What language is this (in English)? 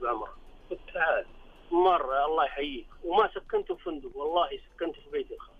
Najdi Arabic